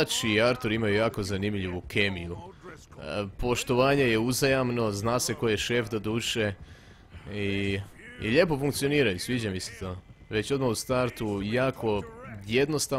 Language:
Croatian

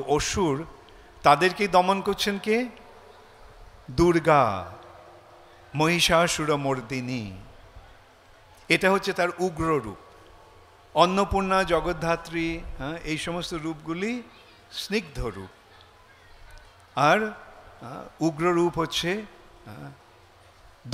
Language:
Bangla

